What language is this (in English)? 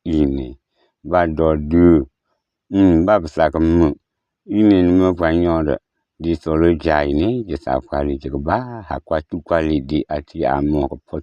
S'gaw Karen